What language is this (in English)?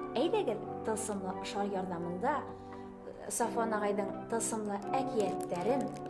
Bashkir